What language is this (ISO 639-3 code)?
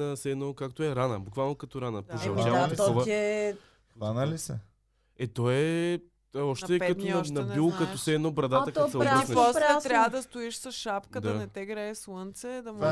bul